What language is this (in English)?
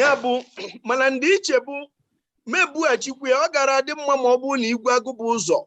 Igbo